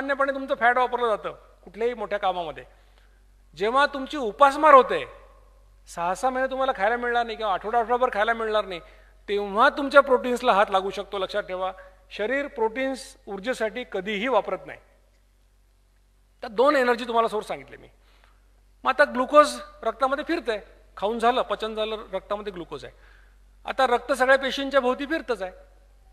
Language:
Marathi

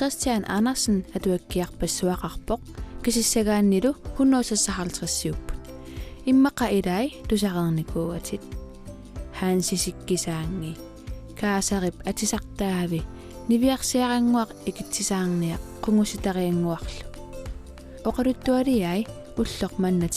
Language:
Kalaallisut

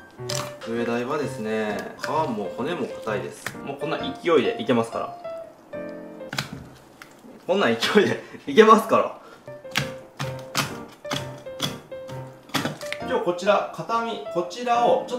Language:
Japanese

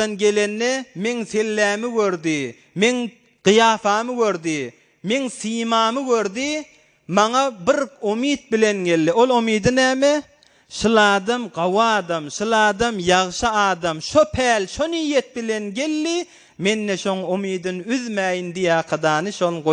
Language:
Turkmen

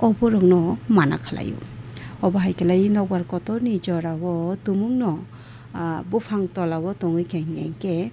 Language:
Kok Borok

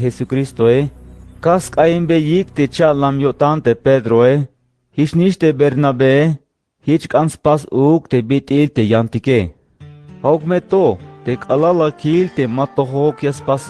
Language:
Tzeltal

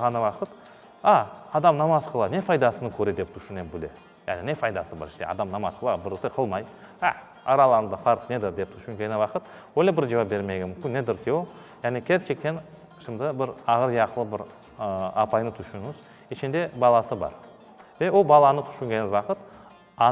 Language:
Crimean Tatar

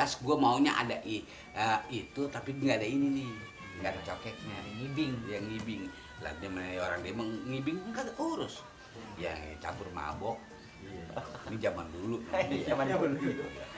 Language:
Betawi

